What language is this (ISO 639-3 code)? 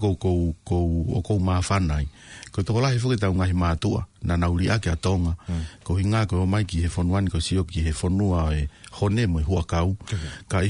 ton